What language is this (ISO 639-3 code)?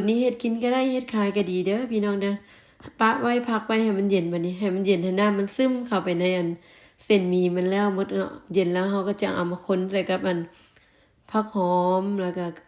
lao